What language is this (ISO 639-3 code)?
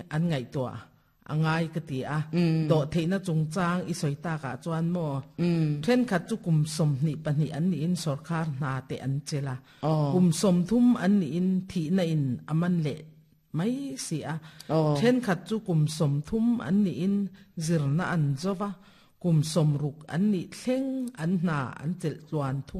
lus